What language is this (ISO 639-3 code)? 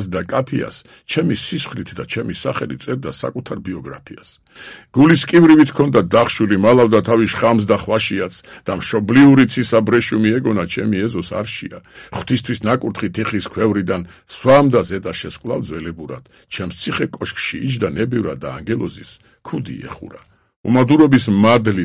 kat